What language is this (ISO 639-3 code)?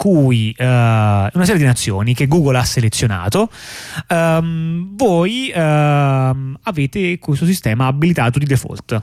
ita